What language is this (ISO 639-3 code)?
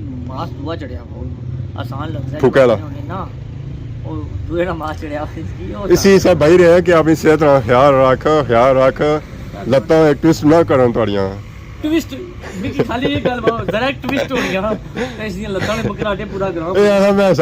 phr